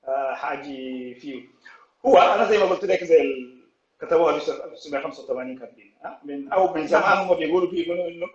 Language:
Sudanese Arabic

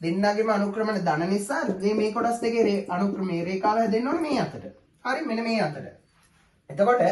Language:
Sinhala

